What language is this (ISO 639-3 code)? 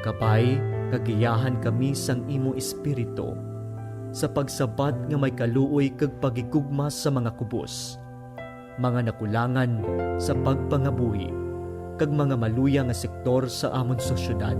hil